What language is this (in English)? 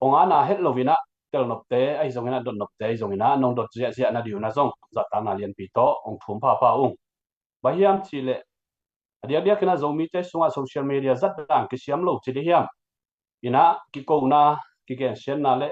Tedim Chin